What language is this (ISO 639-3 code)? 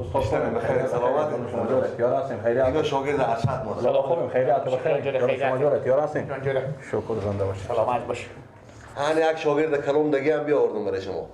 fas